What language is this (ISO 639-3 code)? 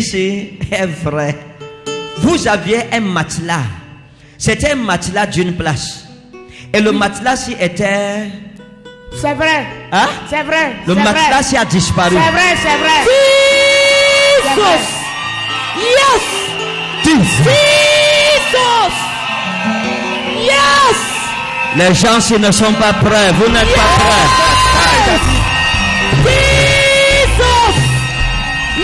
fra